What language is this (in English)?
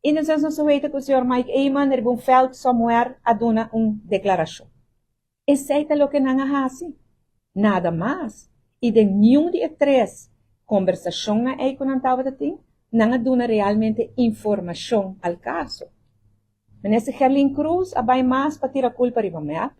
Papiamento